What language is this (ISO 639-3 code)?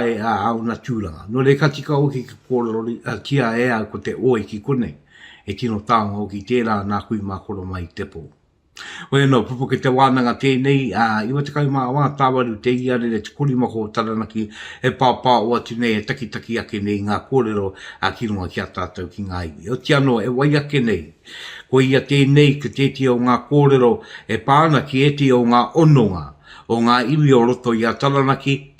mri